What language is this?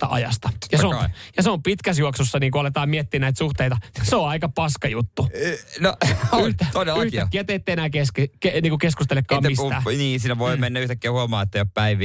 Finnish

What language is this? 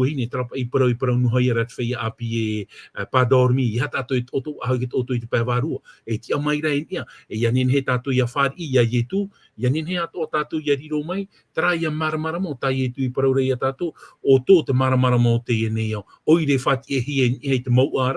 Tahitian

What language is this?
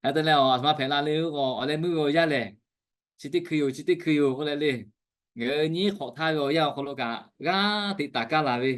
Lahu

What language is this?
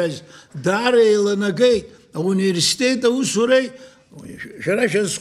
Abkhazian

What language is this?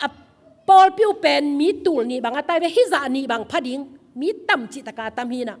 Tedim Chin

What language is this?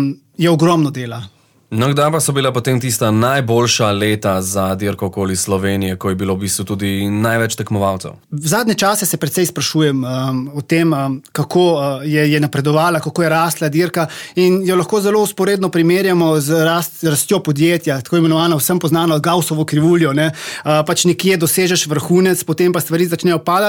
Slovenian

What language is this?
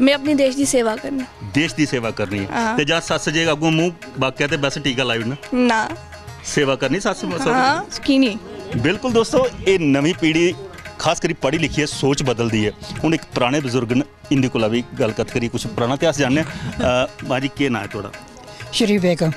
Dogri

